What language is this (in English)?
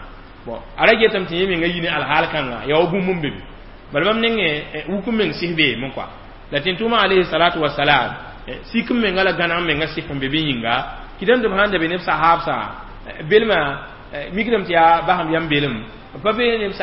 Mossi